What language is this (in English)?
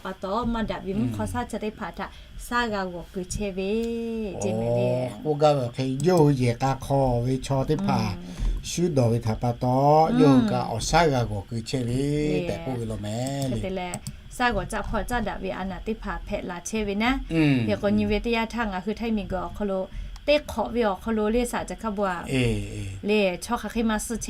Lahu